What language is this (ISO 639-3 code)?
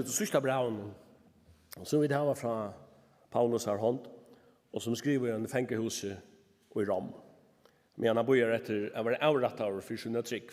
fao